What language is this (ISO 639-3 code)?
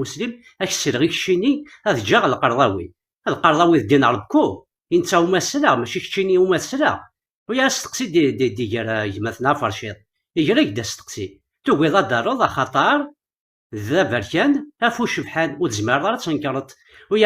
kab